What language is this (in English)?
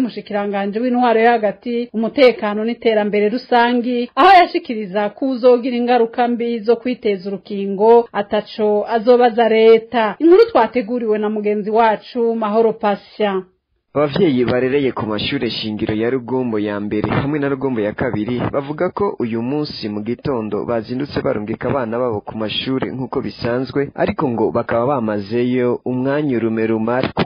Rundi